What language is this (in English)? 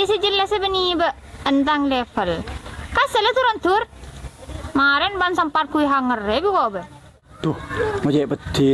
Madurese